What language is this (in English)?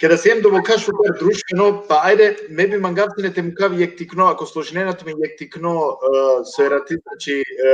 Balkan Romani